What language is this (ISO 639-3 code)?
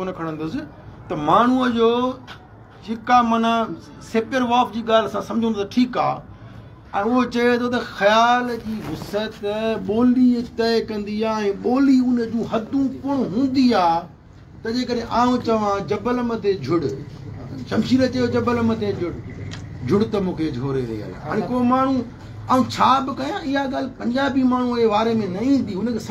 snd